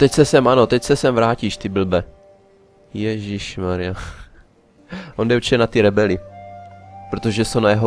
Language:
Czech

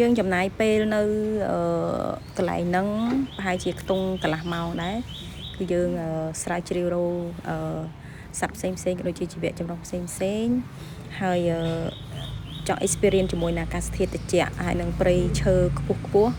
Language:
Khmer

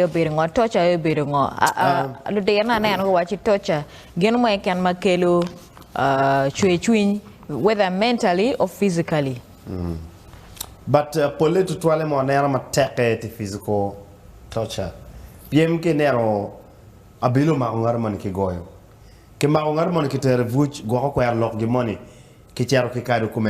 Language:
Acoli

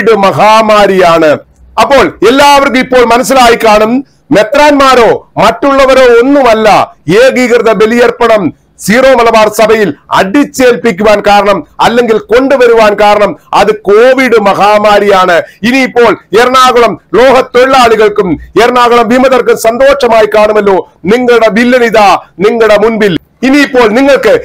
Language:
Malayalam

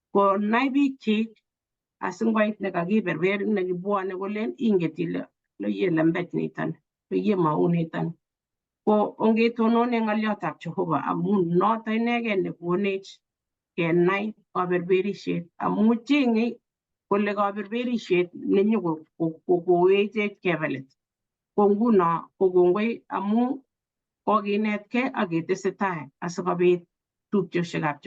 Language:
Kalenjin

